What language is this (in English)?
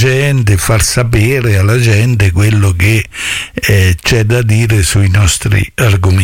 Italian